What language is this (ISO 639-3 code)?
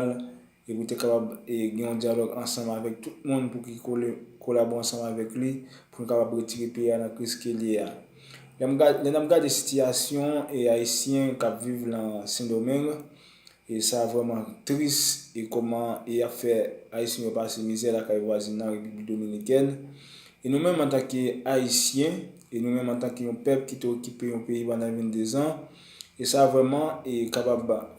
hat